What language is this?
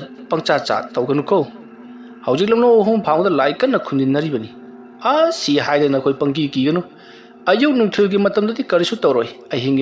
Manipuri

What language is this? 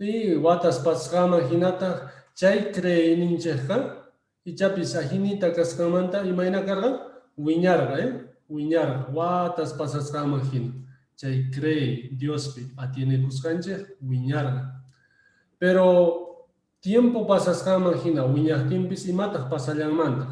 Quechua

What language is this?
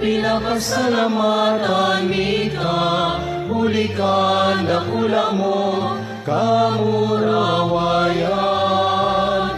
Bikol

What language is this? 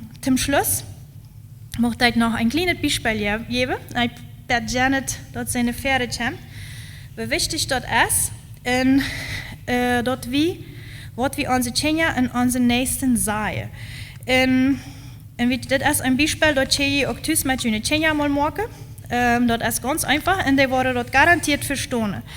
Plautdietsch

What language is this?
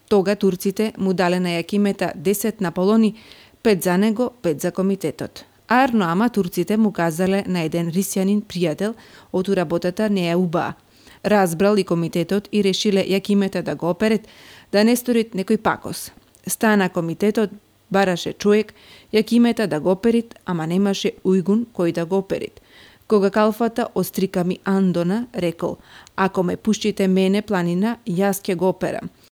Macedonian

